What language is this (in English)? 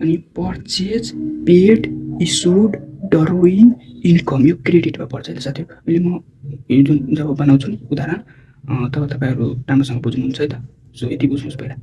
Nepali